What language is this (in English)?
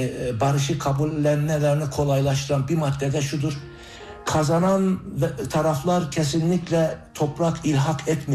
Turkish